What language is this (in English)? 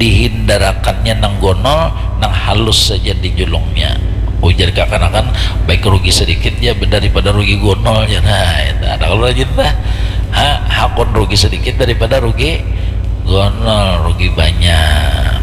Banjar